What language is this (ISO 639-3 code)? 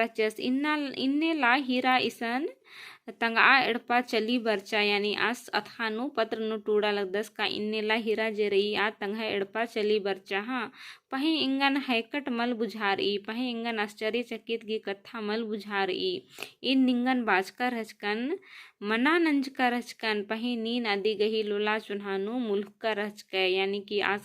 kru